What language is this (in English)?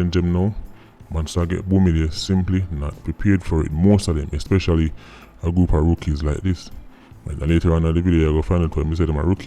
Jamaican Creole English